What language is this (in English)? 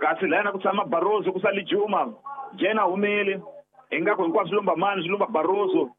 Tsonga